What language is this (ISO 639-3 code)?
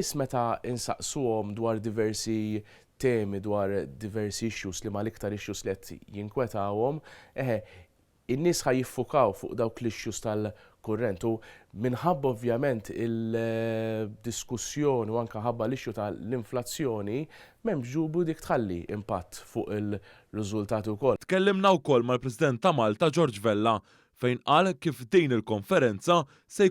mlt